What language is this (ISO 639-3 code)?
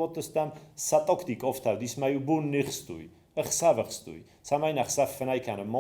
oss